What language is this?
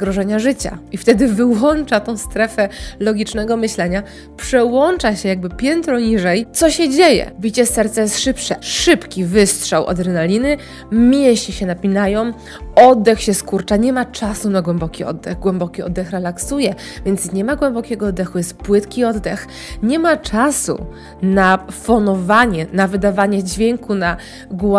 Polish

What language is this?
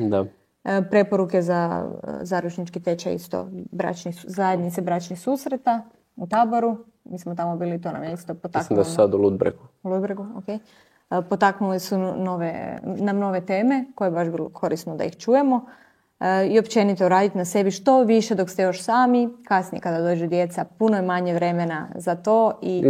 Croatian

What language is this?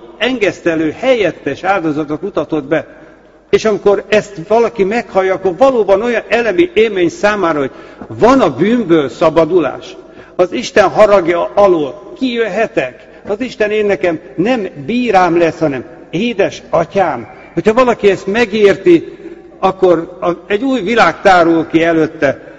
Hungarian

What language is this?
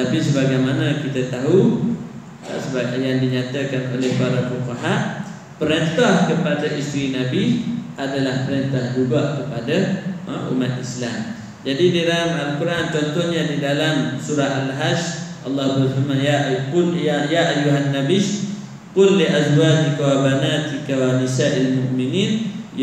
Malay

